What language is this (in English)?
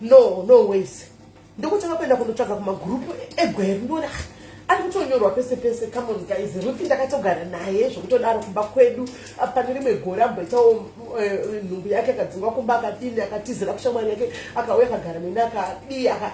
Shona